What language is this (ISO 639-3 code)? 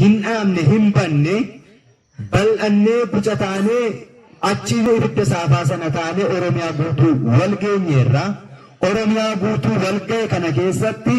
orm